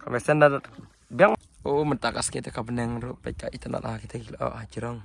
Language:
Khasi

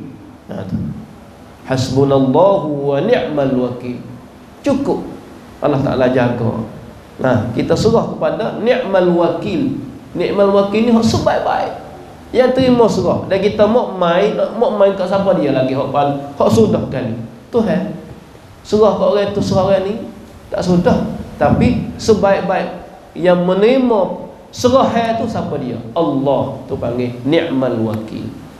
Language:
Malay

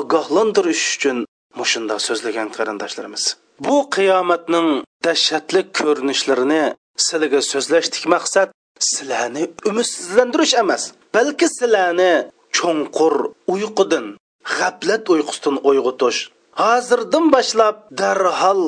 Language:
Uyghur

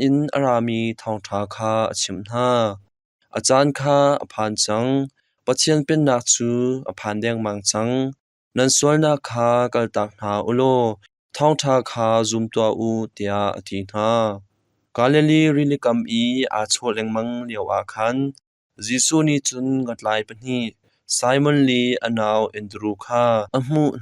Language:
Hakha Chin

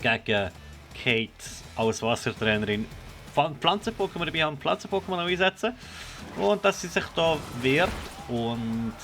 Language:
Swiss German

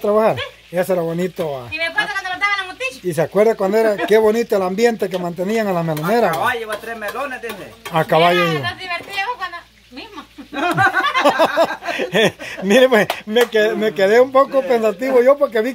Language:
Spanish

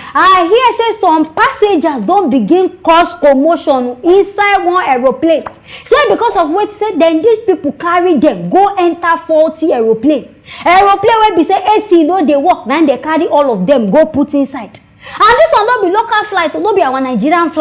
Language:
Nigerian Pidgin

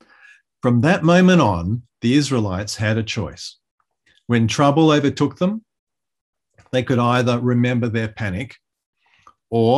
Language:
English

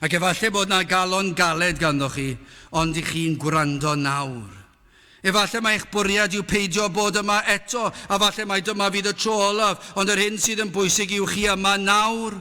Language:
Welsh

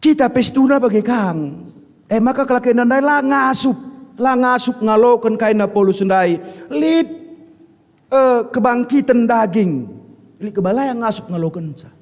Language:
Batak Karo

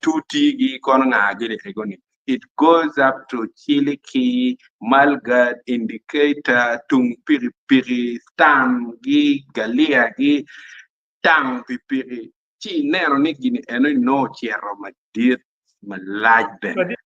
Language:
Acoli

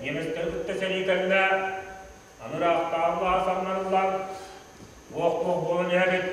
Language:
Yakut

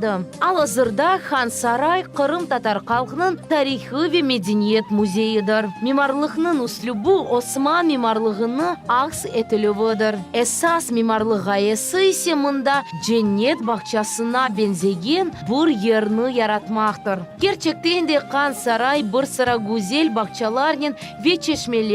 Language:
Crimean Tatar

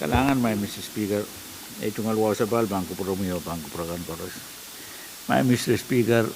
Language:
Pohnpeian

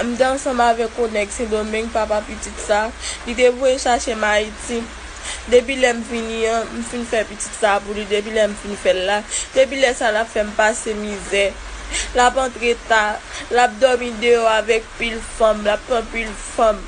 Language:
Haitian Creole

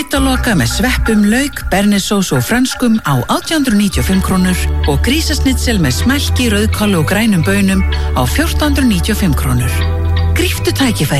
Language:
Icelandic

